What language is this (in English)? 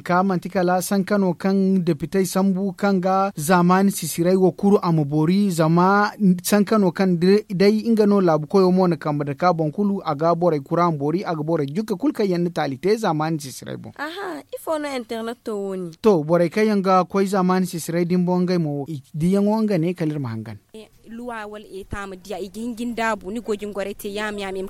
Zarma